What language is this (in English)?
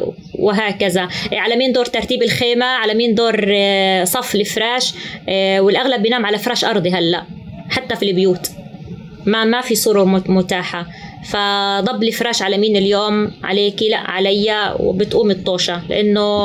North Levantine Arabic